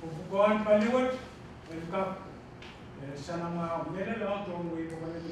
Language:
Pohnpeian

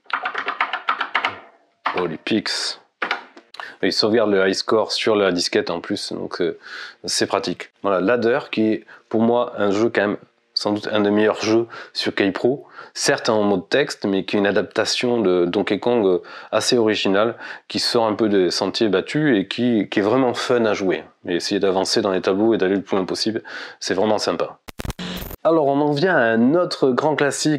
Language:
French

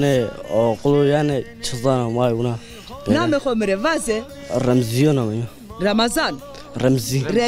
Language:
Zaza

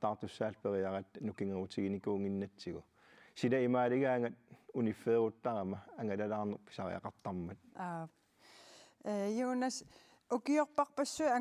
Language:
Kalaallisut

